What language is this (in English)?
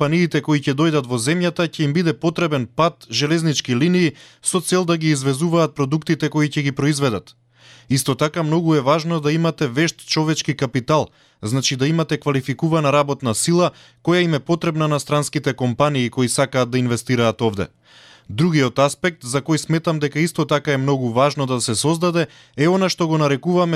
Macedonian